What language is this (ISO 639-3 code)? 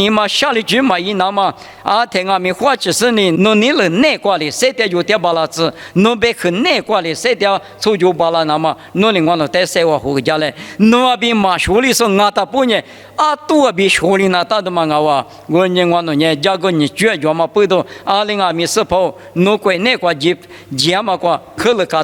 lis